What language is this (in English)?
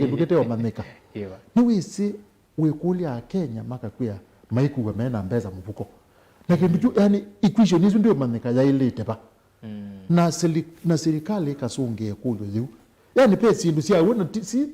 Kamba